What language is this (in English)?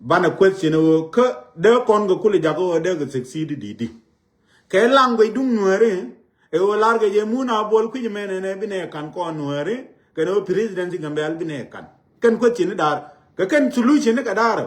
Nuer